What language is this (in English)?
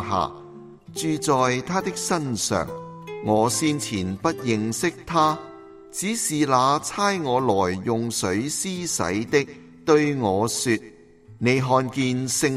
Cantonese